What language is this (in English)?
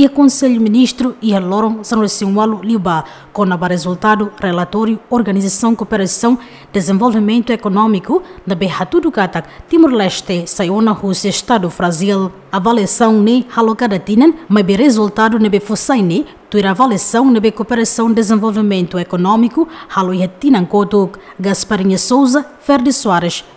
Tetum